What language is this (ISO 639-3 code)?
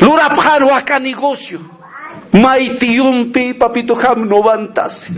aym